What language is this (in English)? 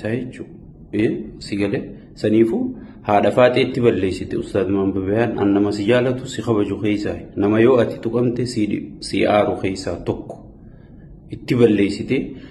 Oromo